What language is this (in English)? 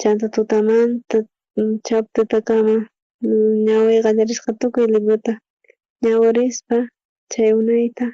South Bolivian Quechua